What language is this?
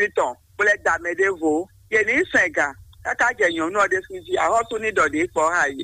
Fon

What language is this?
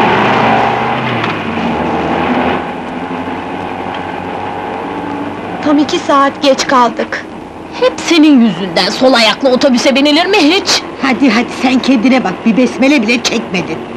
Turkish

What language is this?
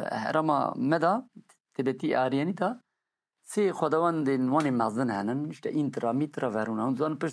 Kurdish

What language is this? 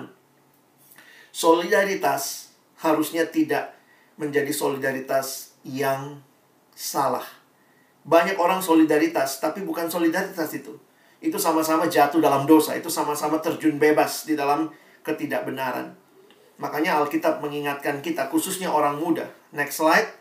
Indonesian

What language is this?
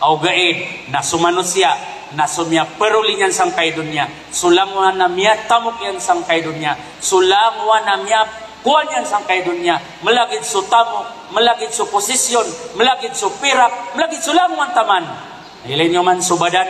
Maranao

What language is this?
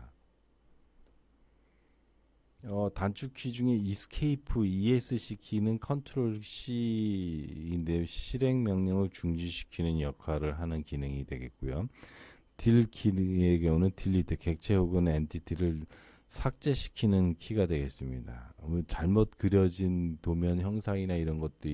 Korean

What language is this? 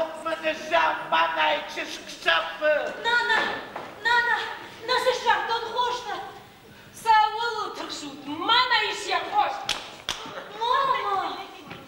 Ossetic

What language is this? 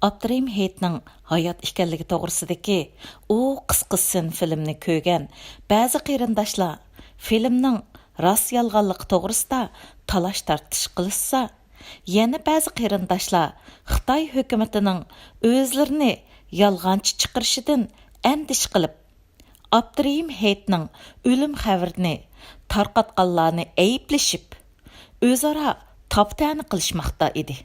Uyghur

